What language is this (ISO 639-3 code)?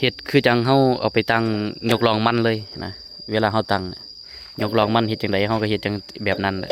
lao